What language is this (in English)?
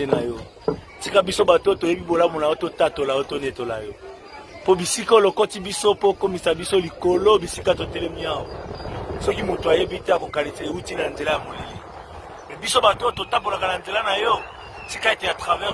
Lingala